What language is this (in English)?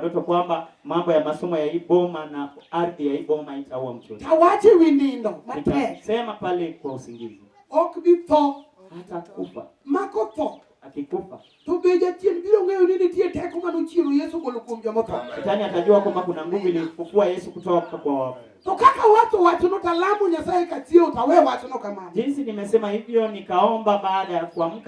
Luo (Kenya and Tanzania)